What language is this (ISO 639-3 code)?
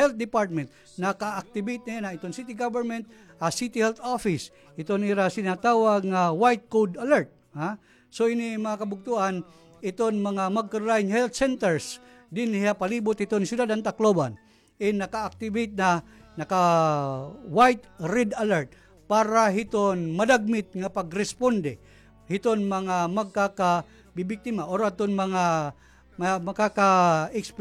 war